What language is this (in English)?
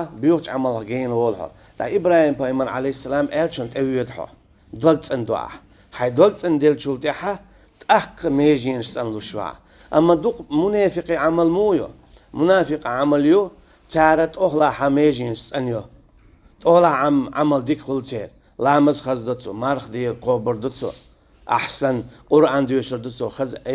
Chechen